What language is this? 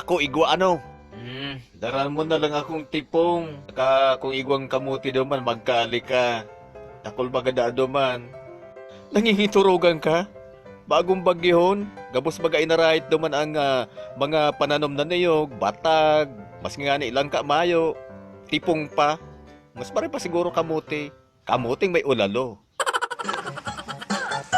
Bikol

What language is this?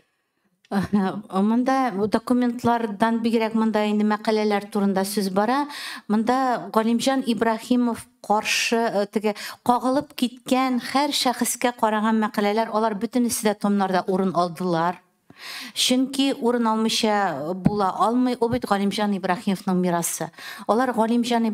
Tatar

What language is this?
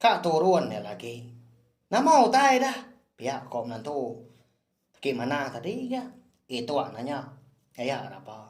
Iban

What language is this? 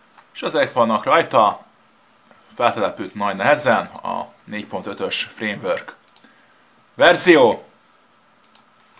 Hungarian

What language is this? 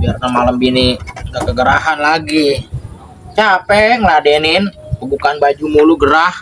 Betawi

